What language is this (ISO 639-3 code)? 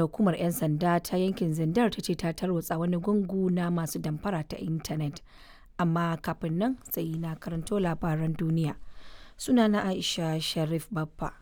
hau